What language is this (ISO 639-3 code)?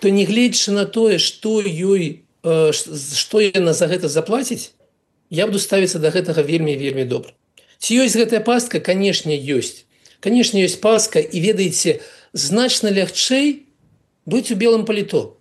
bel